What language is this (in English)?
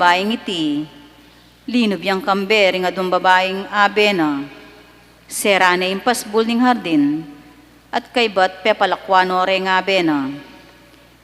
Pampanga